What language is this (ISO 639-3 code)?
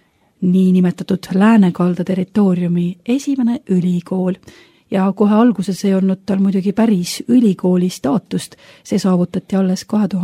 est